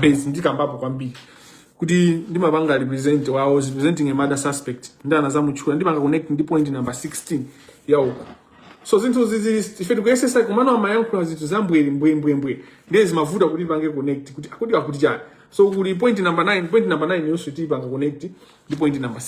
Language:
Nyanja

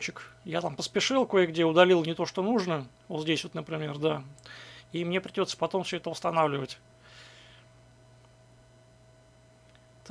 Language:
Russian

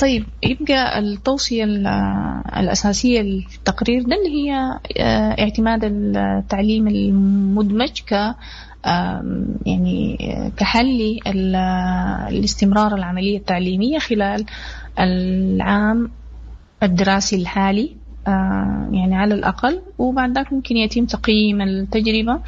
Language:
Sudanese Arabic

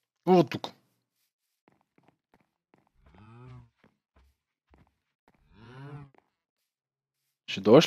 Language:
Bulgarian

